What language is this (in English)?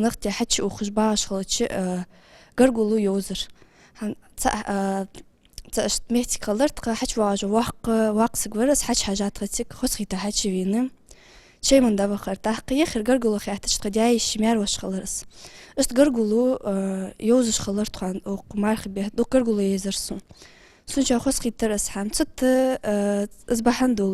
Ingush